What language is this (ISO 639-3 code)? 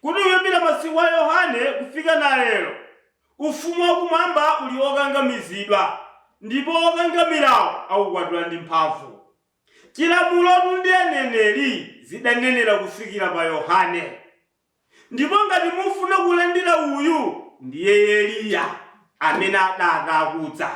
nya